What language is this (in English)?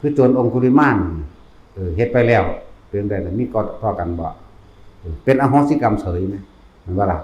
Northeastern Thai